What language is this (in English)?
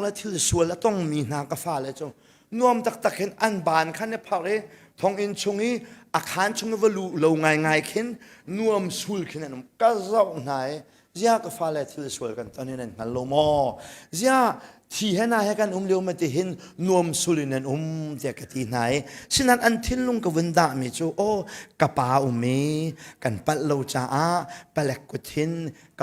Hakha Chin